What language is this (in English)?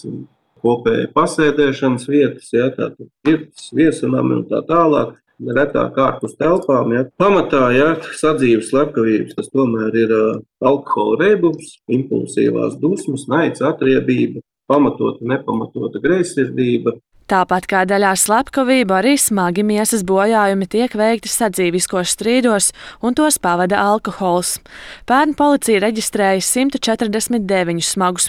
Latvian